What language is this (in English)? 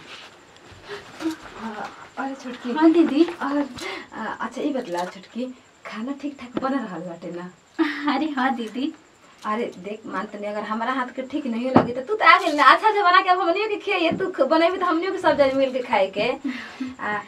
Bhojpuri